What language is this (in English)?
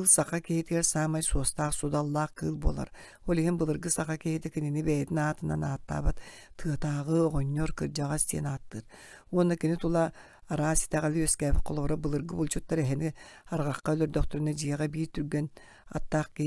Yakut